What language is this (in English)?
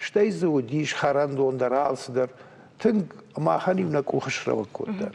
Ossetic